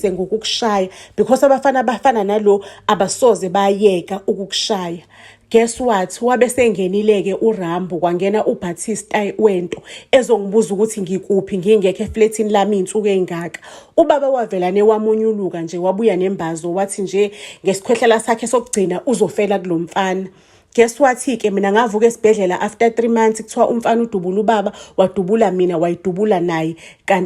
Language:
Zulu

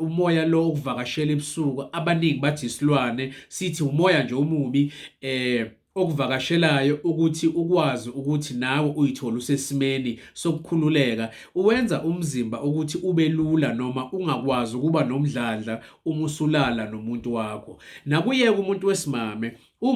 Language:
Zulu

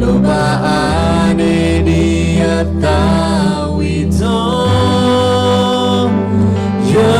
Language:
S'gaw Karen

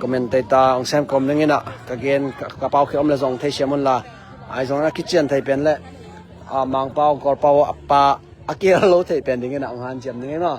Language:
Tedim Chin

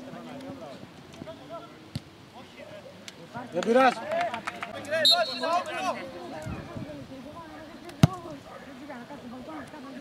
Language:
Greek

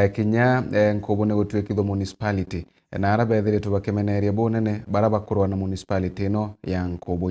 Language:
Meru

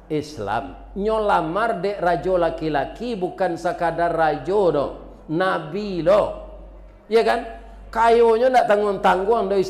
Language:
Minangkabau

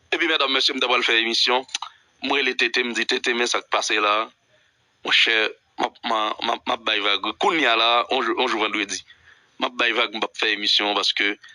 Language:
Haitian Creole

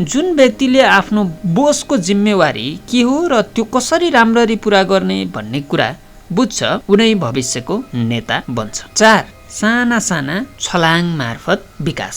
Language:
Nepali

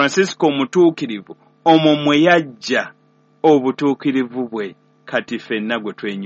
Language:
Ganda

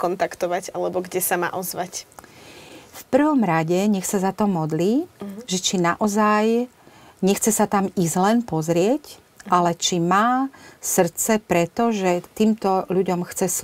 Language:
Slovak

